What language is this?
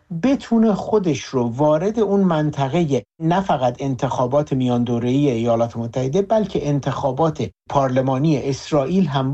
Persian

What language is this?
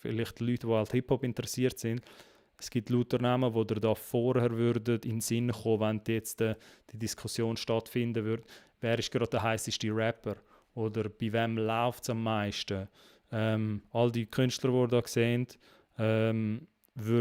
Swiss German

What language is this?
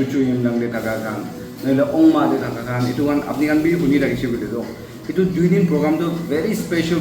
Naga Pidgin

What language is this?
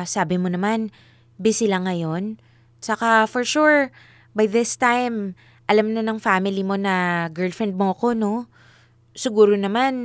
Filipino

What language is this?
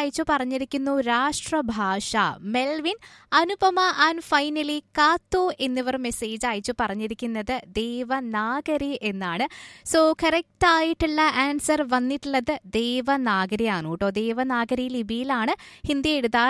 Malayalam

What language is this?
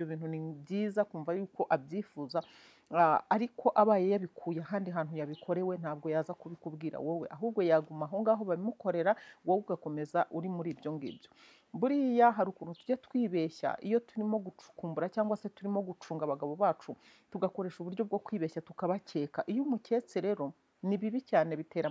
Kinyarwanda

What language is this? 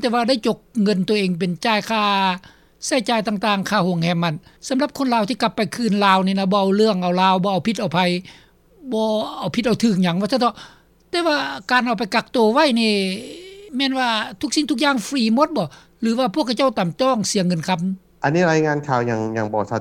Lao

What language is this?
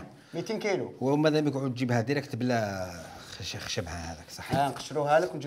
Algerian Arabic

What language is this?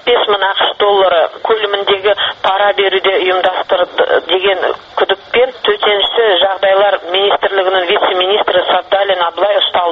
Kazakh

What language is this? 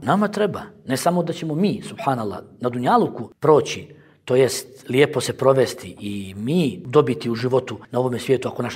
Bosnian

